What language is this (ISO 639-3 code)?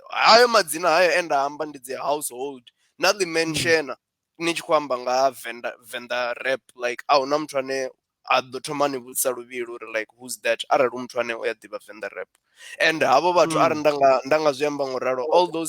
ven